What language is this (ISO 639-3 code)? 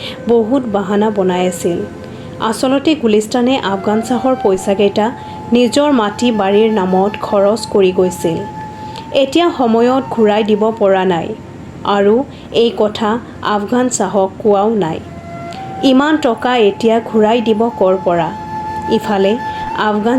asm